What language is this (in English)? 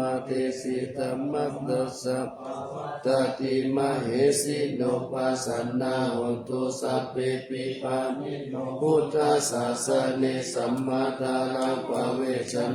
Pali